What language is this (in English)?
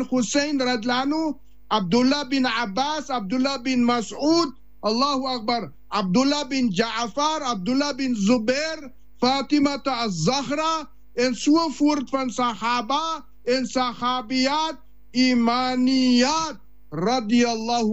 Afrikaans